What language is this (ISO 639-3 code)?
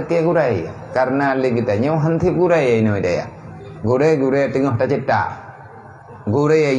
ace